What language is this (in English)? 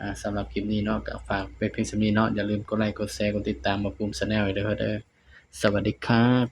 Northeastern Thai